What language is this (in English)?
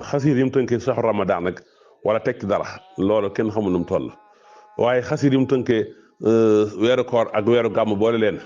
Wolof